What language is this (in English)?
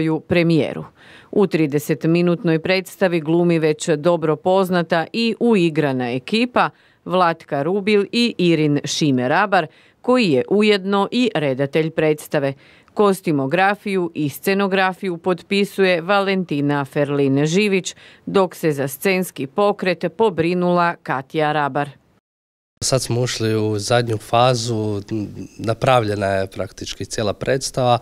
Croatian